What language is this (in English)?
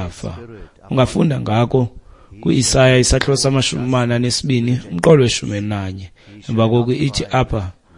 Xhosa